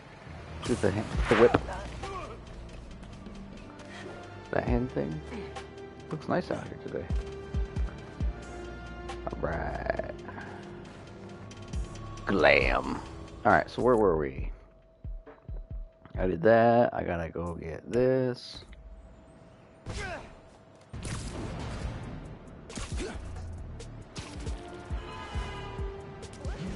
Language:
English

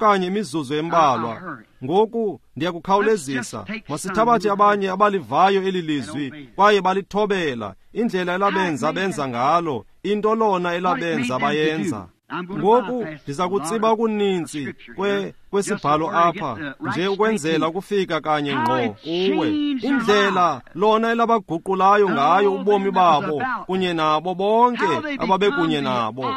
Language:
Xhosa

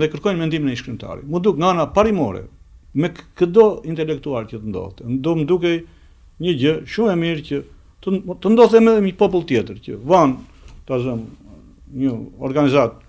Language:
Albanian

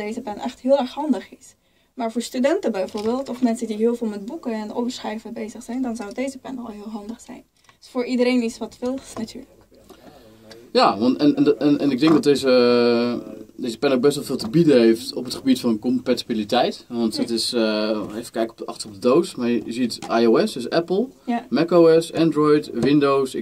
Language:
Dutch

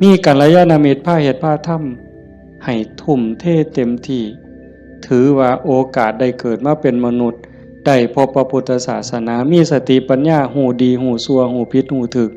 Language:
Northeastern Thai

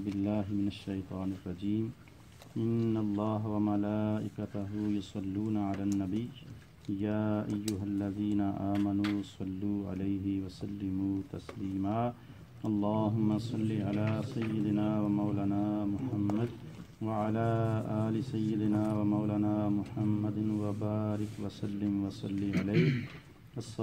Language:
Urdu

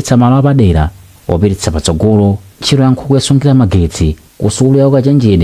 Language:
Nyanja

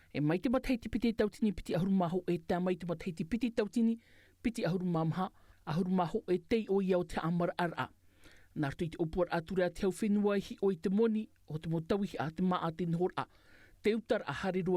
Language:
Tahitian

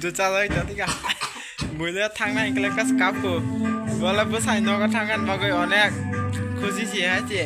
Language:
Kok Borok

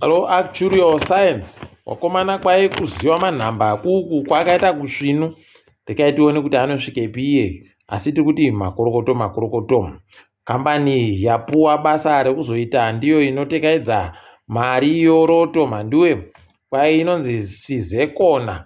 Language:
Ndau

